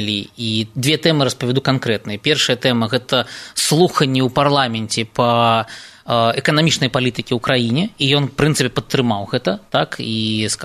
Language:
Belarusian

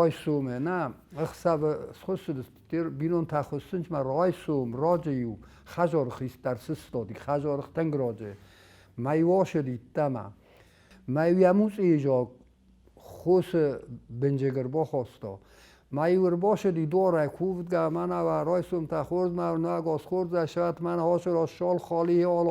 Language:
Ossetic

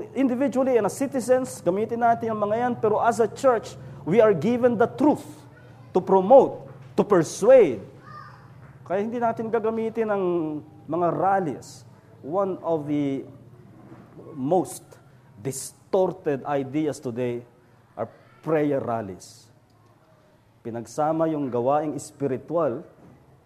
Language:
Filipino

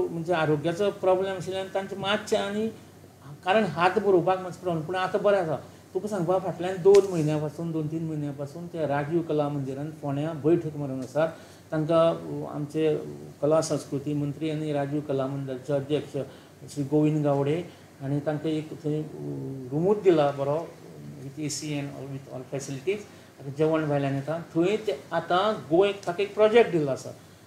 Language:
Konkani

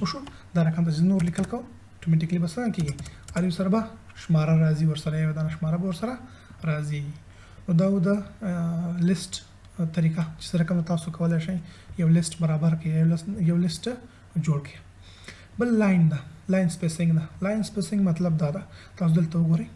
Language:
Pashto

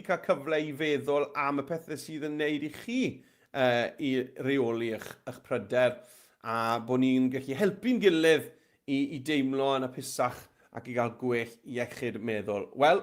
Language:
Welsh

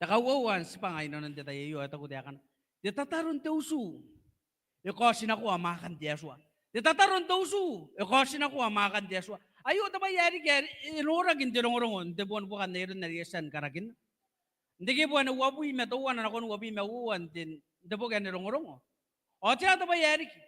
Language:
Gilbertese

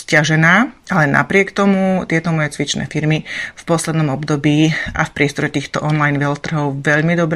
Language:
Slovak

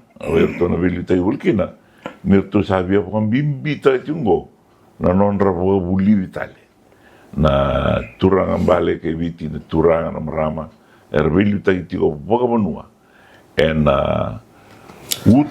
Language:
Fijian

